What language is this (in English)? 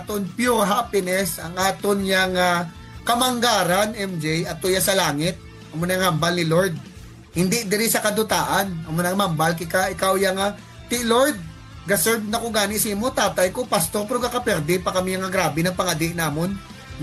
Hiligaynon